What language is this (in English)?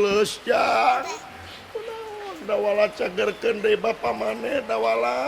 Sundanese